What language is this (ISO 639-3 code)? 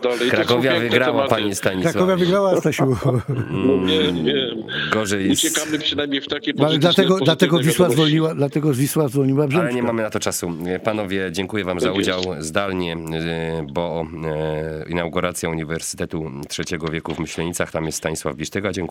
pol